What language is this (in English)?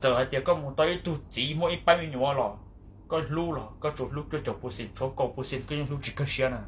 Hmong